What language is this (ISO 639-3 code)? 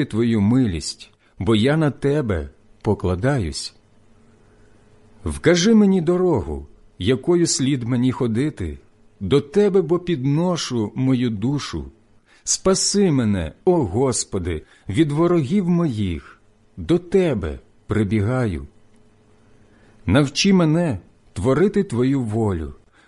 ukr